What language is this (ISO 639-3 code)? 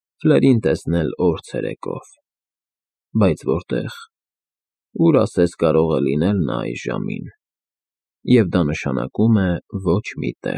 hye